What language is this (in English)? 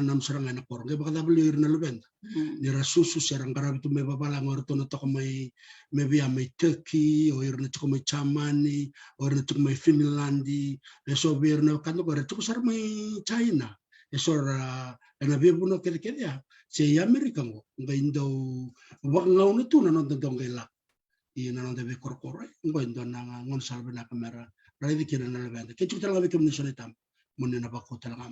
Fijian